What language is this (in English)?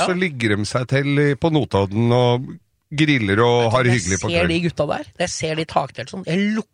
Norwegian